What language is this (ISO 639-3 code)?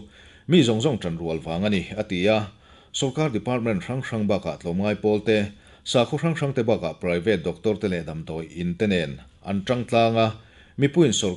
lus